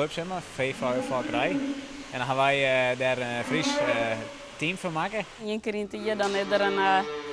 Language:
Western Frisian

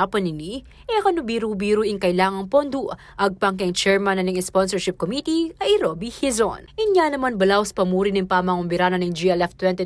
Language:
Pampanga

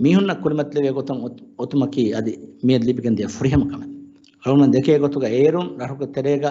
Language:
Divehi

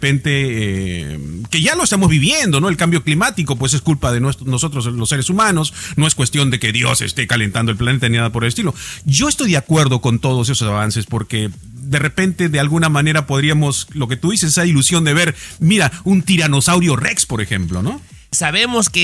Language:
Spanish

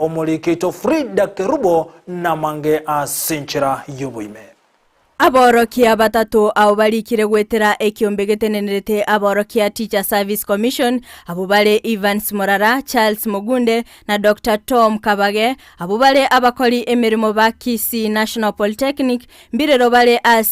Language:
Gusii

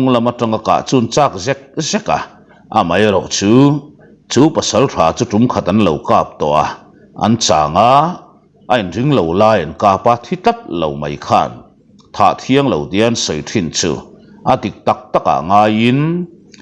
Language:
Mizo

